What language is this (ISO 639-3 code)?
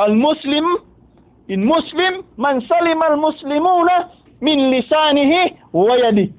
tsg